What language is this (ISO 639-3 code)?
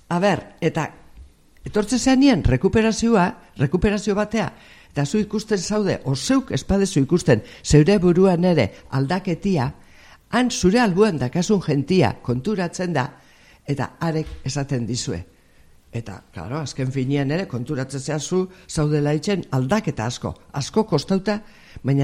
eus